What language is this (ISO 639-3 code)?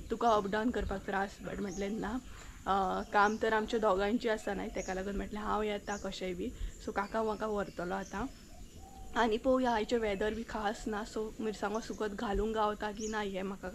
kok